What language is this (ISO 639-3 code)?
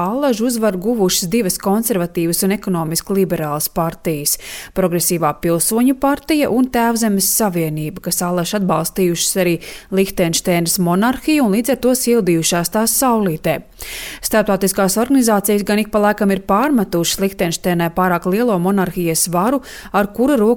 lav